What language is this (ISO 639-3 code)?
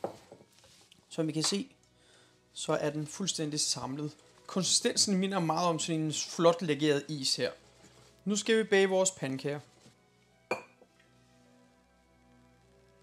dan